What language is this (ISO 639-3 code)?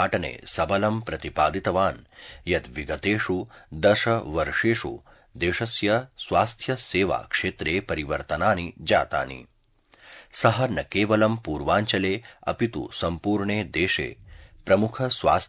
san